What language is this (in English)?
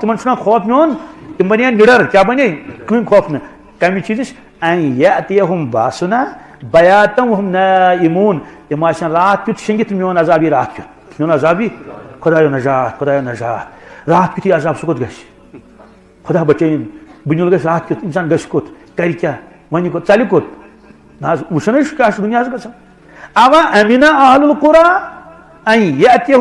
Kashmiri